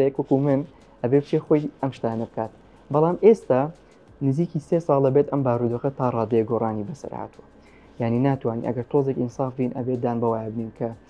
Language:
Central Kurdish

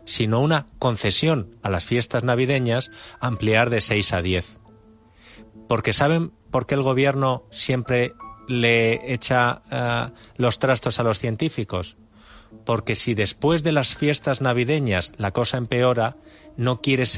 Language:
Spanish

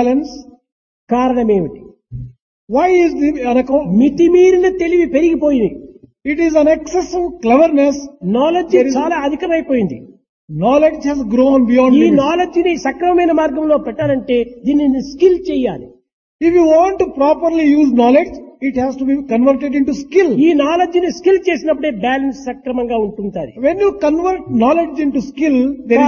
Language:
Telugu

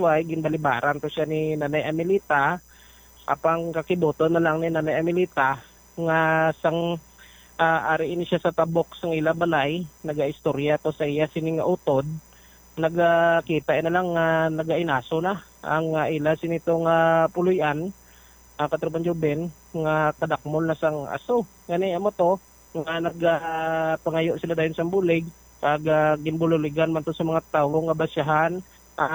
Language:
Hiligaynon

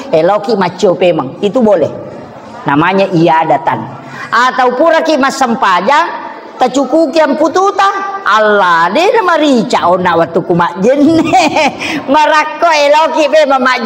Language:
Buginese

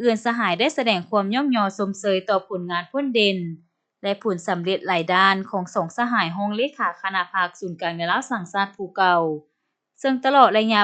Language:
Lao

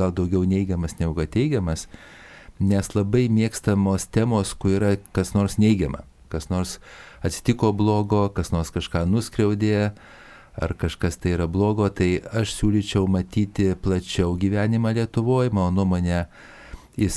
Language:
Lithuanian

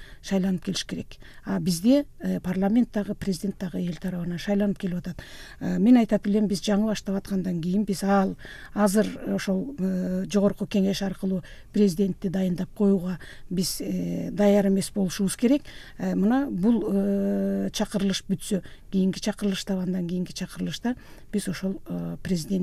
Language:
Kyrgyz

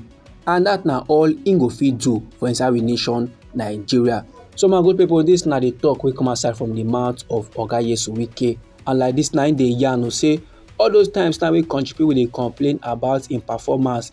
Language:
Nigerian Pidgin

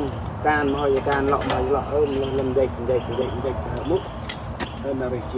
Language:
Central Mnong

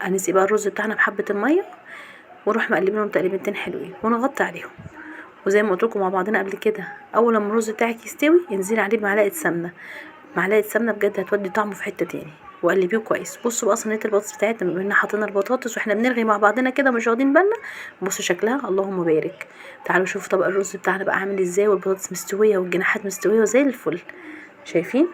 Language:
Egyptian Arabic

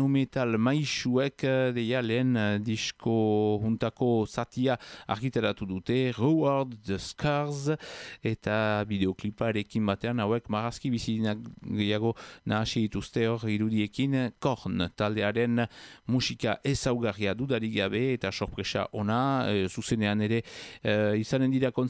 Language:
Basque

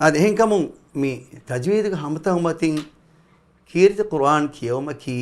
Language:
Divehi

